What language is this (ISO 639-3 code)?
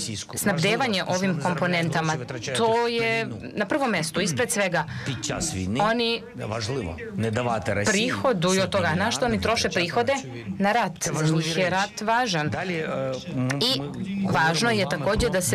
srp